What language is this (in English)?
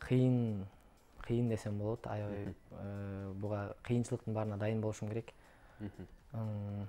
Kyrgyz